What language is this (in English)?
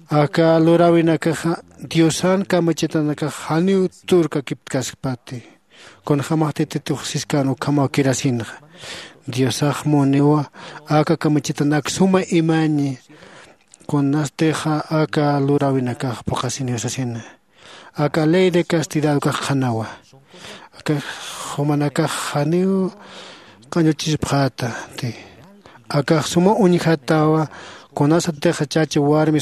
Aymara